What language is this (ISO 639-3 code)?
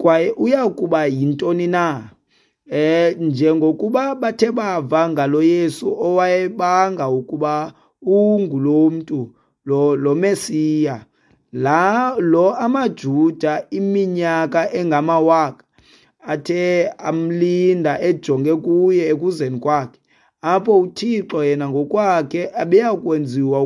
xho